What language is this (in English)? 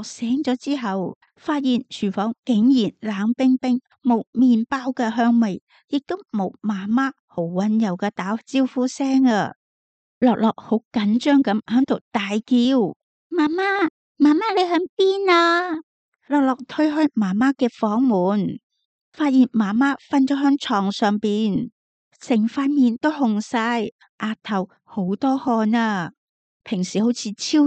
Cantonese